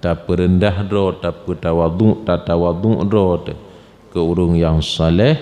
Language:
Achinese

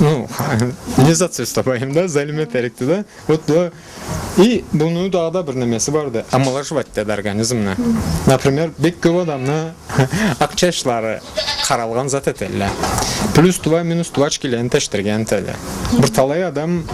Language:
Karachay-Balkar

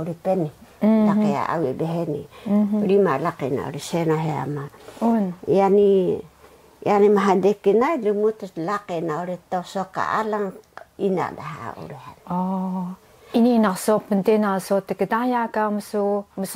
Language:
Taroko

